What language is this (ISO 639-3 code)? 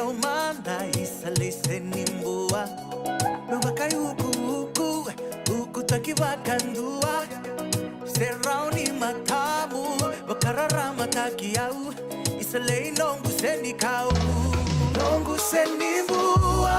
fij